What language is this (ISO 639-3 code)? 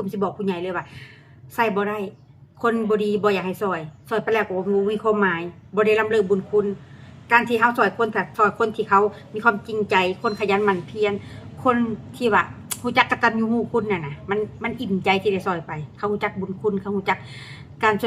lao